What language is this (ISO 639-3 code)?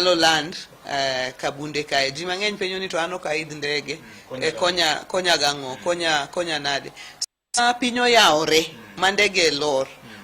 luo